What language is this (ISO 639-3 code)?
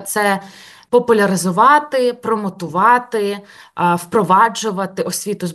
ukr